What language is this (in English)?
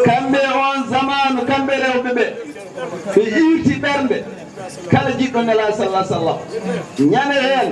Fula